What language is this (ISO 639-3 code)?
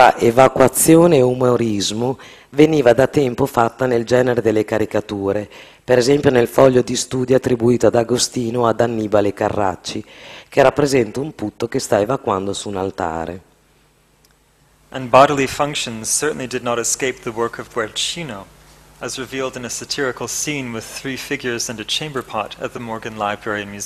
ita